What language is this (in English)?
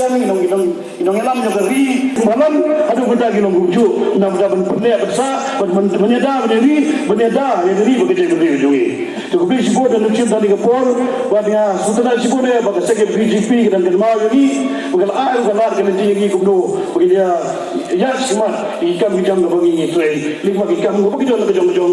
Khasi